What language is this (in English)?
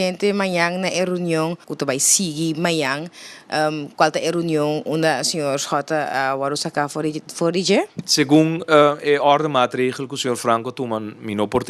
Papiamento